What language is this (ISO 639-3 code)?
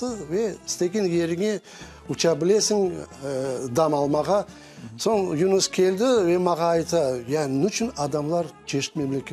crh